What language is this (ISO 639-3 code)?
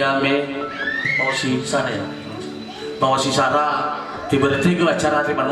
nia